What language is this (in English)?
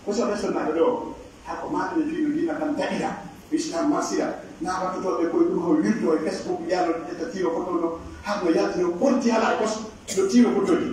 Pular